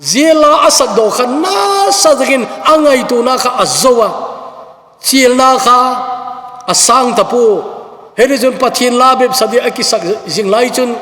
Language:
Thado Chin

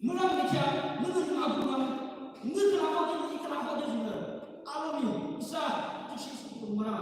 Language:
Yimchungru Naga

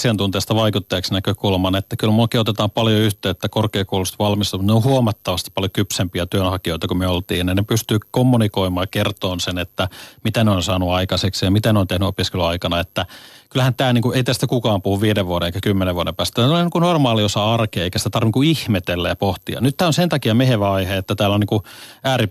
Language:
Finnish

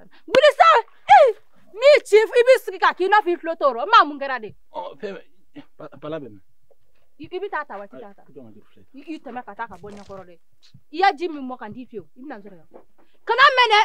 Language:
Bambara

